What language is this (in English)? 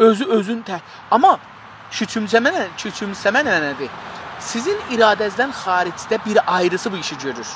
South Azerbaijani